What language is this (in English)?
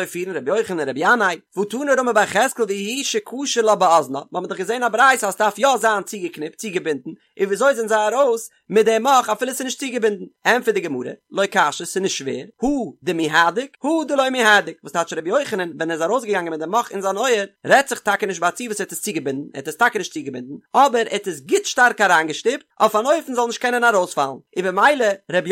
Yiddish